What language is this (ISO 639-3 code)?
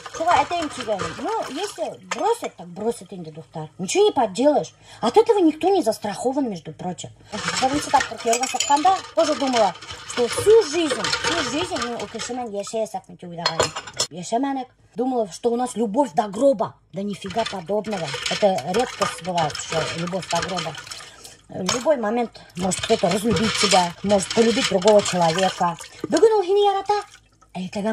bak